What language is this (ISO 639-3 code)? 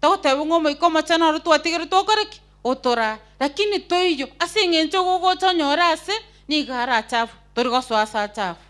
guz